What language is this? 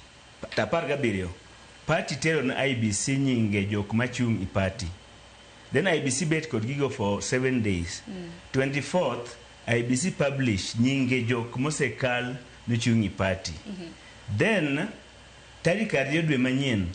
Luo (Kenya and Tanzania)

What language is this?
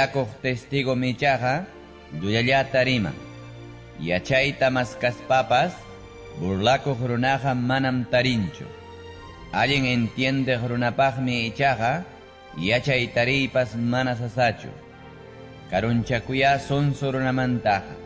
Ayacucho Quechua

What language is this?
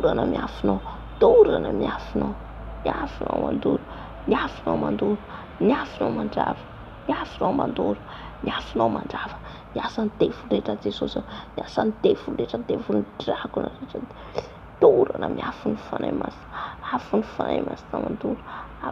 Malagasy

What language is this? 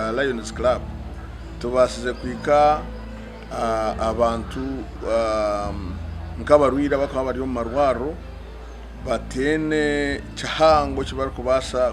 Nyankole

